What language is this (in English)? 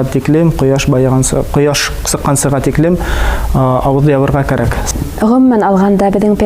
Bashkir